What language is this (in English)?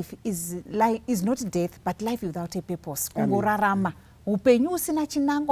Shona